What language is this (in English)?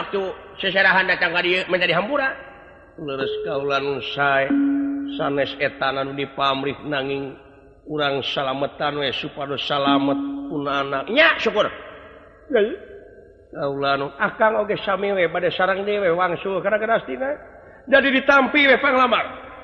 Sundanese